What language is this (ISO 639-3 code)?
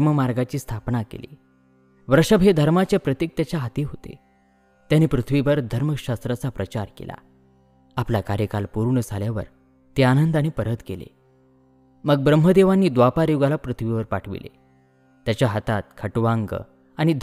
mar